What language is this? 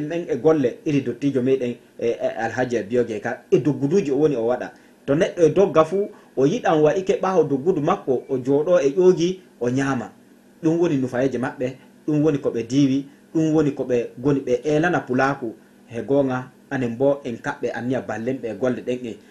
Fula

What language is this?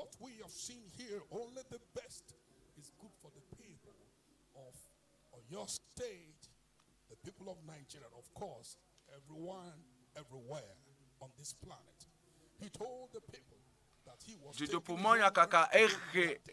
Ewe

